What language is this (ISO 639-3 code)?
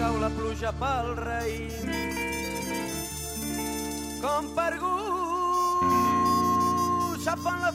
cat